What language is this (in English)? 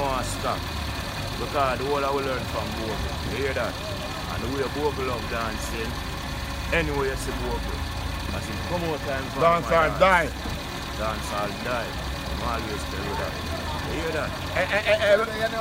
Jamaican Creole English